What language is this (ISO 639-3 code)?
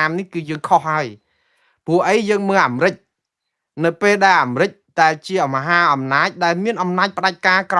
khm